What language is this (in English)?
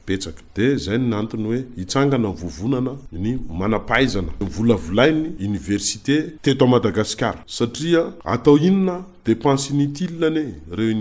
Malagasy